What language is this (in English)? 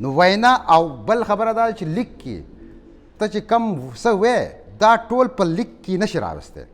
Pashto